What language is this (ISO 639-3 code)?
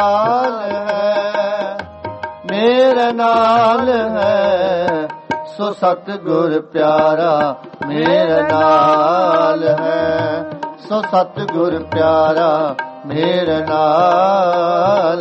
pan